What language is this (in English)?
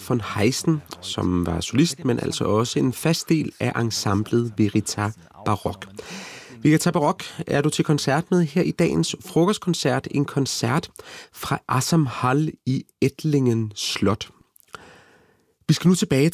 Danish